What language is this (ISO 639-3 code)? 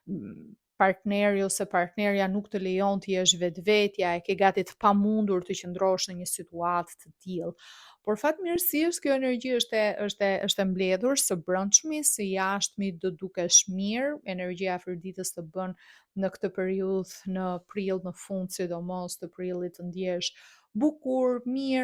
sqi